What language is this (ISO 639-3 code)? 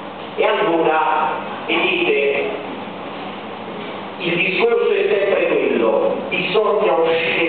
ita